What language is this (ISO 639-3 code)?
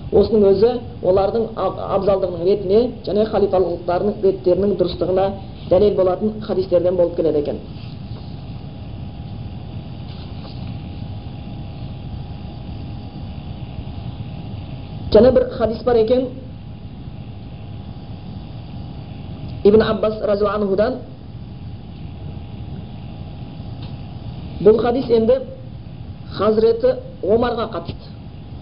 kaz